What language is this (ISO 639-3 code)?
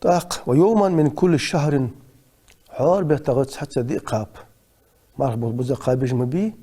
inh